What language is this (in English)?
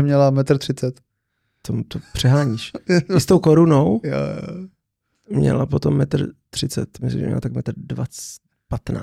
Czech